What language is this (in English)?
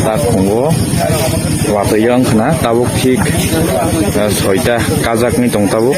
Kok Borok